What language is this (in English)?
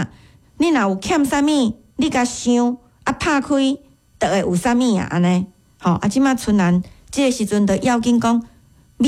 Min Nan Chinese